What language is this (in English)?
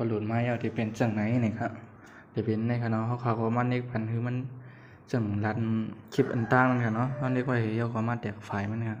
Shan